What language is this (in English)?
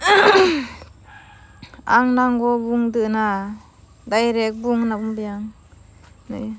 Bodo